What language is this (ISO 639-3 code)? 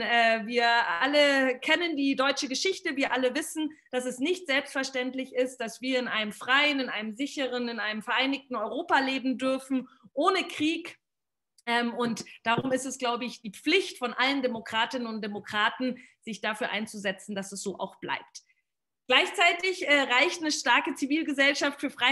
deu